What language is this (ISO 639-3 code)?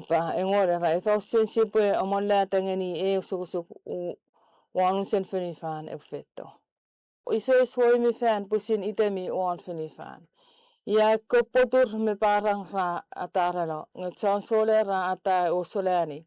chk